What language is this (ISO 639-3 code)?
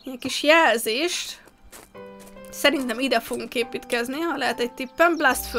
hun